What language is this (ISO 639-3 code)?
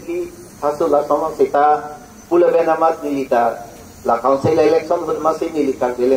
mjw